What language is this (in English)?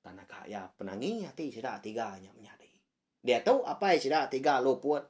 Iban